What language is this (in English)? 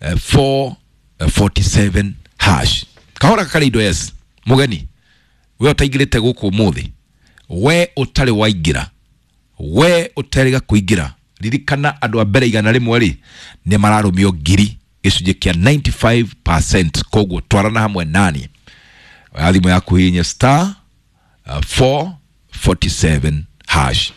Kikuyu